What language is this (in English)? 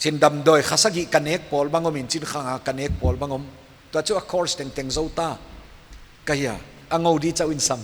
Paite Chin